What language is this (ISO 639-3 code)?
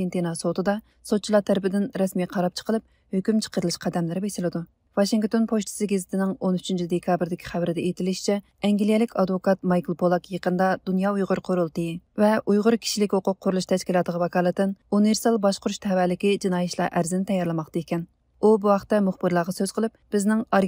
uig